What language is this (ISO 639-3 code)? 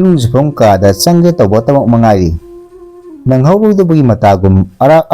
mni